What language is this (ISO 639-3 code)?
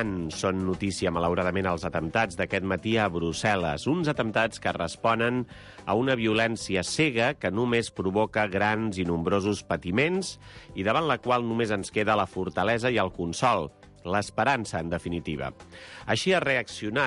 cat